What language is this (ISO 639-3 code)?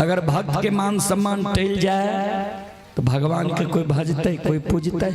mai